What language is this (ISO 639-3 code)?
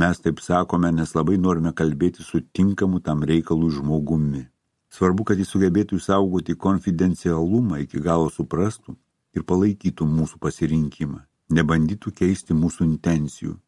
lit